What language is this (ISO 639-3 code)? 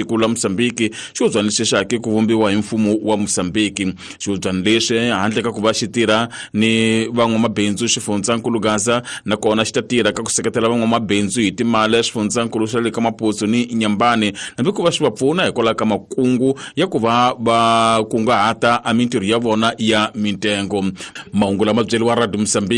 tso